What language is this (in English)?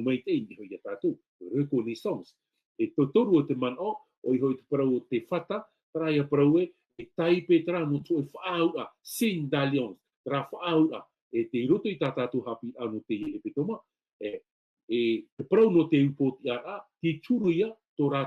Tahitian